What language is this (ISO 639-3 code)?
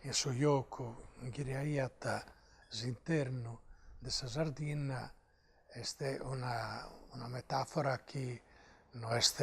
srd